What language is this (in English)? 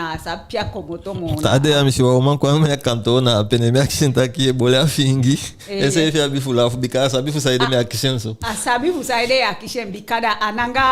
Eastern Maroon Creole